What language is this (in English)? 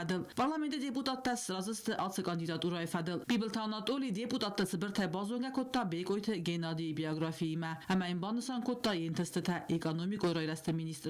Ossetic